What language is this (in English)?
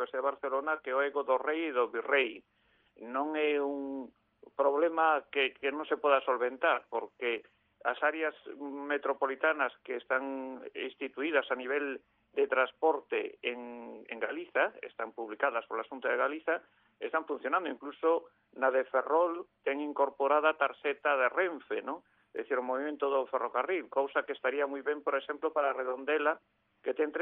Galician